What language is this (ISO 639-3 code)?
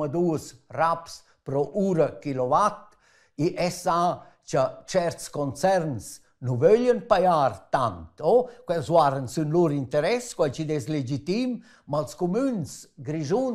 roh